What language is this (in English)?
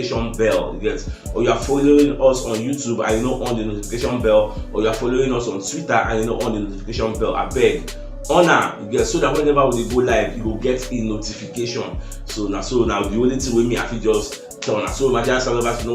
Nigerian Pidgin